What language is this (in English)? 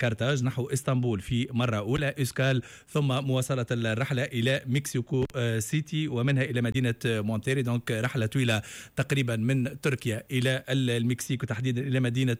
Tunisian Arabic